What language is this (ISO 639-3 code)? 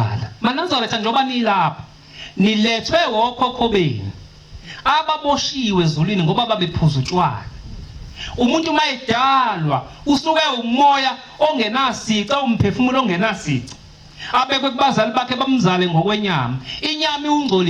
zul